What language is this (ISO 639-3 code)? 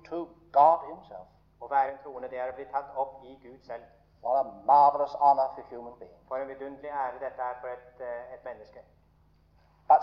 nor